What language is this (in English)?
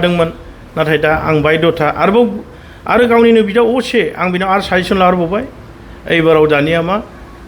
Bodo